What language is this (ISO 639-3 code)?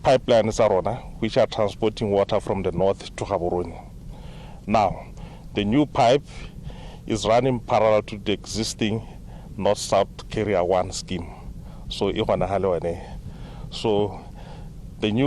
tsn